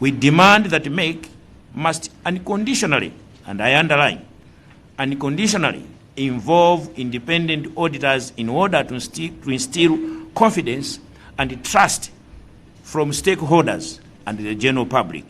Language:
Nyanja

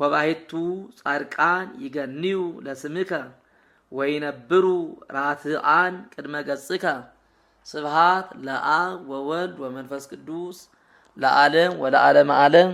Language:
Geez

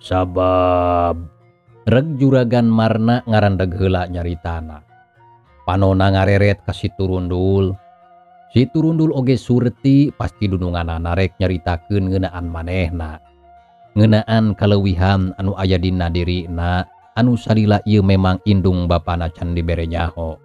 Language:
Sundanese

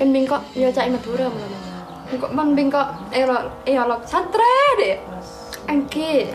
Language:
Madurese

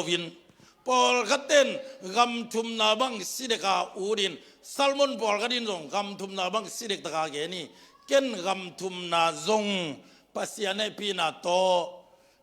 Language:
Tedim Chin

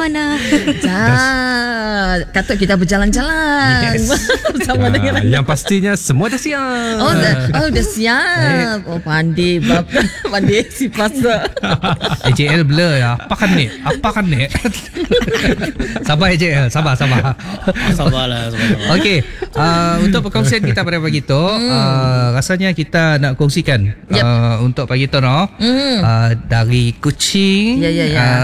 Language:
Malay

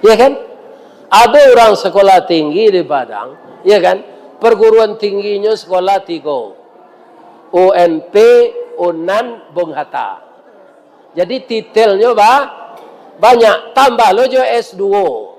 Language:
Minangkabau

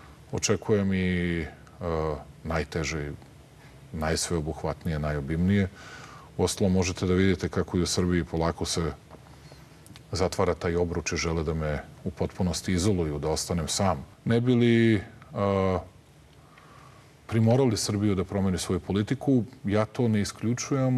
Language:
Serbian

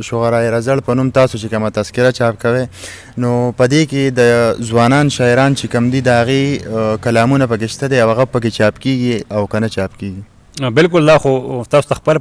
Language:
Pashto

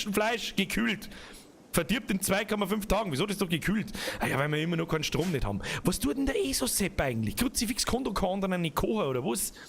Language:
Bavarian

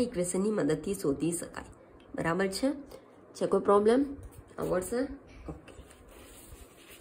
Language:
Gujarati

